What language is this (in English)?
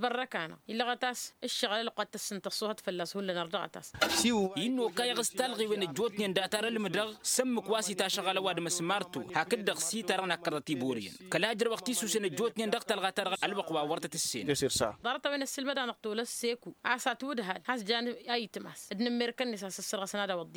Tamasheq